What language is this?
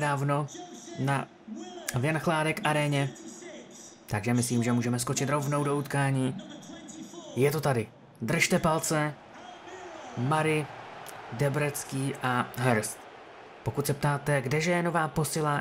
Czech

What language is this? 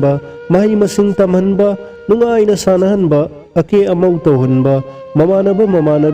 Manipuri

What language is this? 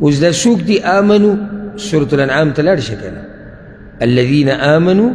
Pashto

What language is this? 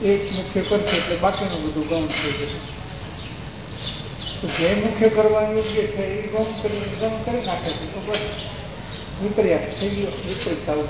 Gujarati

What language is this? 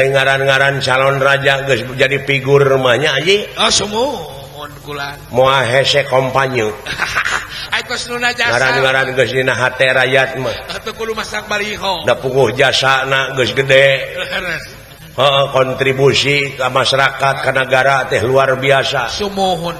Sundanese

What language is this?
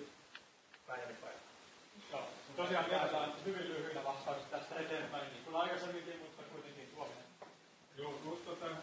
Finnish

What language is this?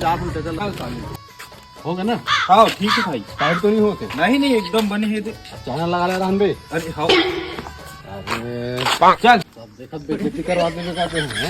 Chhattisgarhi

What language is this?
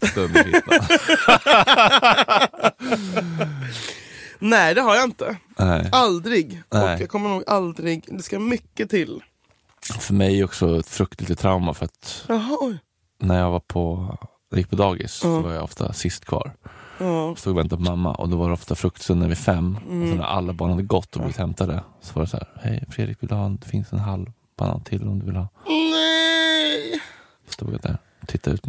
Swedish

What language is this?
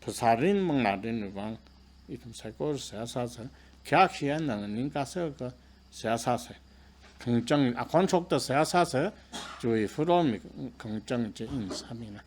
Tangkhul Naga (India)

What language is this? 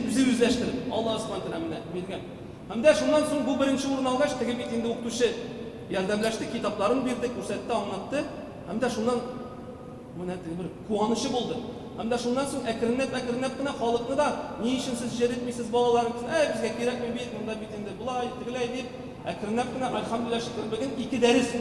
Tatar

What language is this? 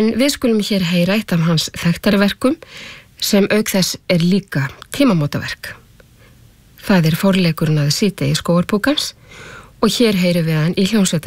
Icelandic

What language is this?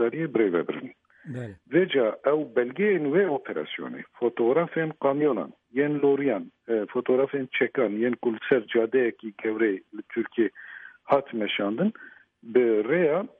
Kurdish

